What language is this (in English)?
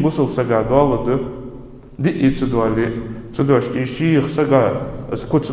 Ingush